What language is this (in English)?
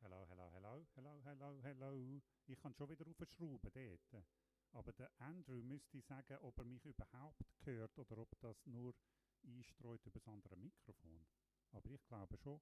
Swiss German